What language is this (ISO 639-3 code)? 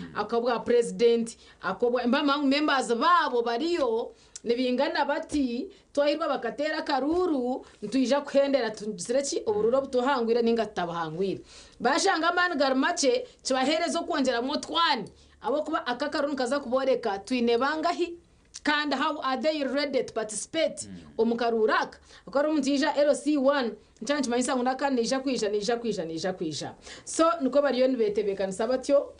nyn